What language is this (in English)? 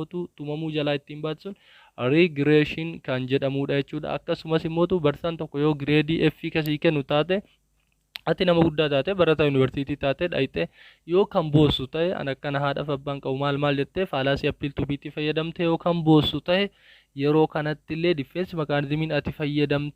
Oromo